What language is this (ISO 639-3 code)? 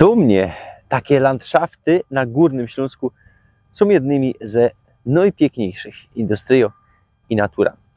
szl